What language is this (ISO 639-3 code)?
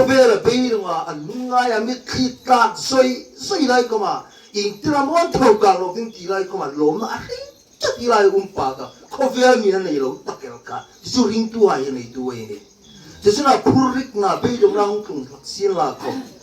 hmr